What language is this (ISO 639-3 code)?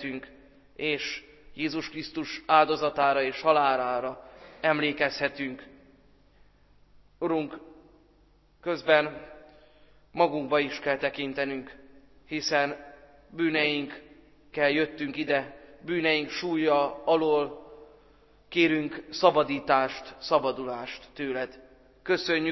hun